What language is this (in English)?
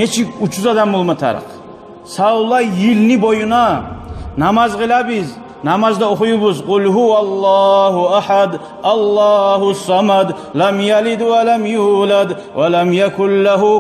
Kumyk